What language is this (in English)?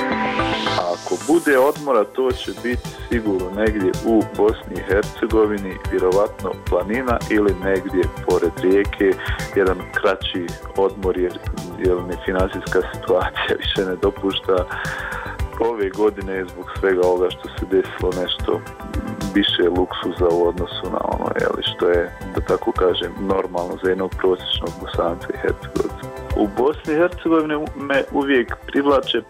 Bosnian